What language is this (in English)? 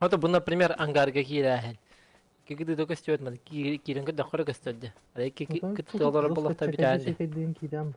Yakut